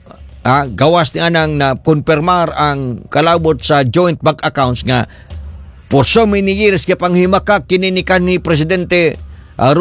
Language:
Cebuano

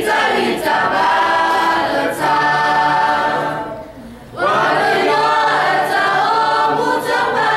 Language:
S'gaw Karen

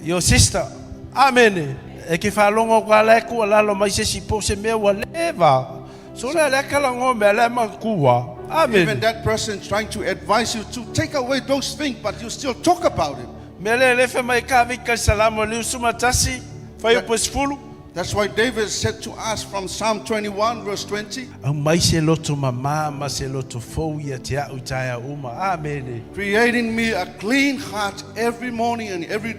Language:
Samoan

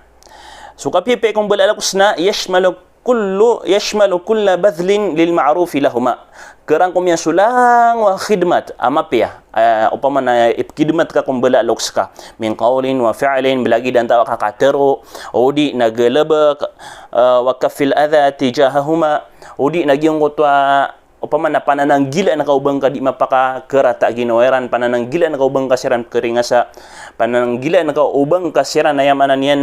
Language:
Maranao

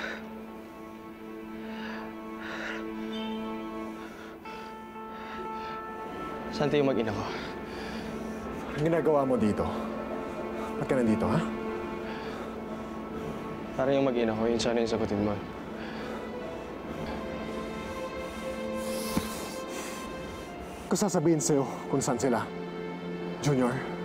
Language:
Filipino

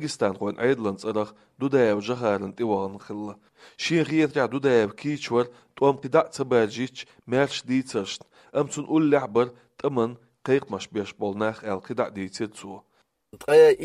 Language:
Chechen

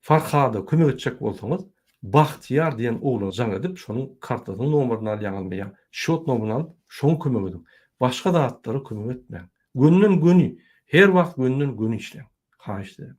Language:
Turkmen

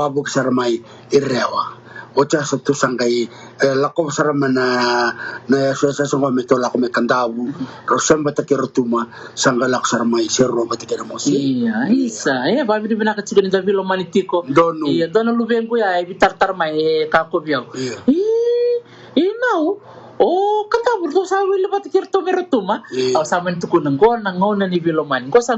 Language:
Fijian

